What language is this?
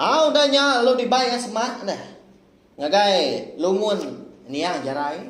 Iban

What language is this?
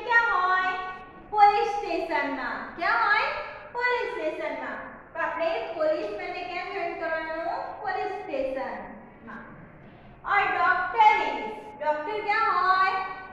Gujarati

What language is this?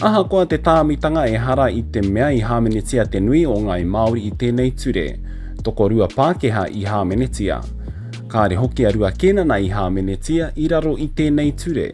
Māori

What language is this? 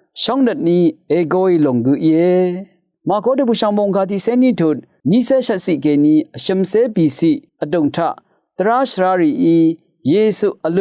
Rawang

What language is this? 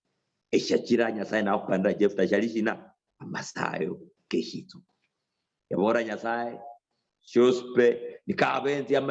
Luyia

